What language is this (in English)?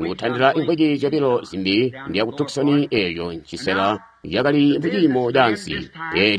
Tonga (Zambia)